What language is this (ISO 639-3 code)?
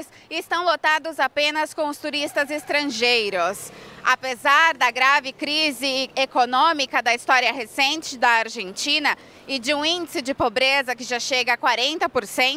por